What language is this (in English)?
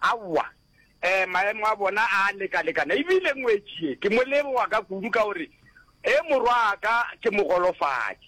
Northern Sotho